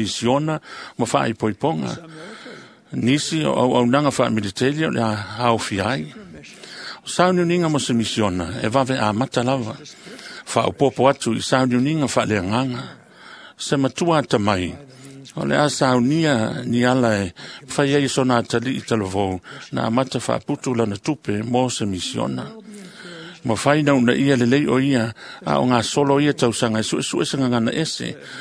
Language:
Samoan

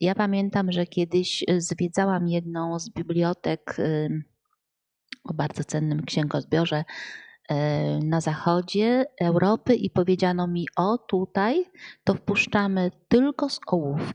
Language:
Polish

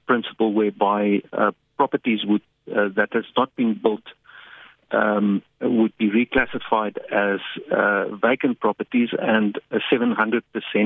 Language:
English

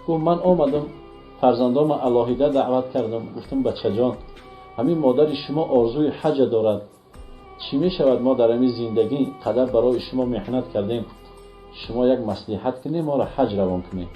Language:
Tajik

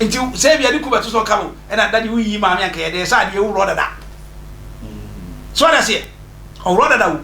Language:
Akan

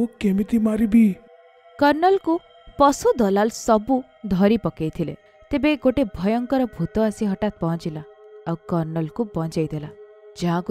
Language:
Odia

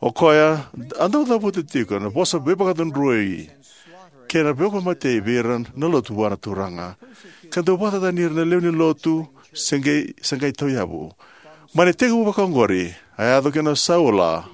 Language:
Fijian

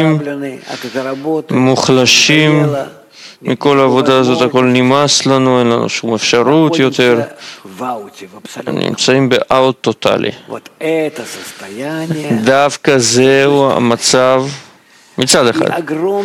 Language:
Hebrew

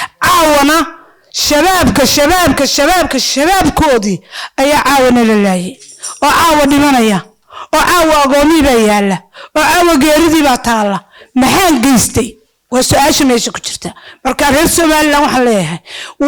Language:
Somali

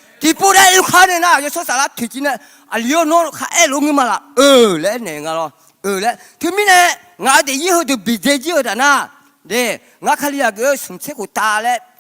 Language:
Akha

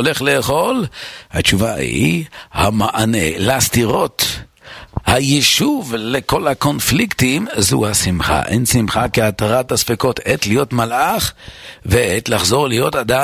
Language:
Hebrew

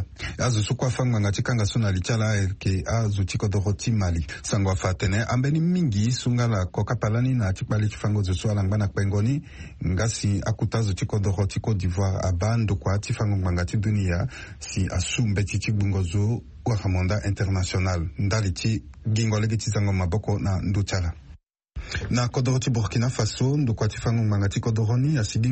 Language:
Sango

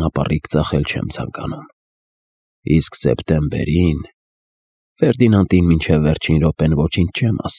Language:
Armenian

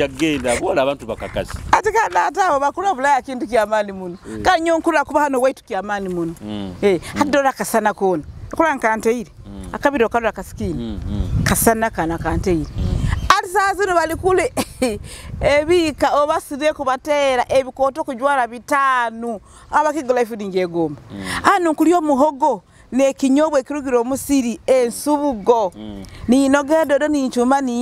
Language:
Nyoro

